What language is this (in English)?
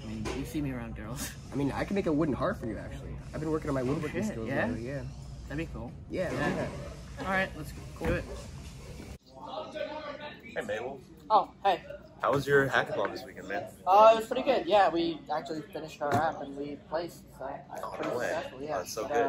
English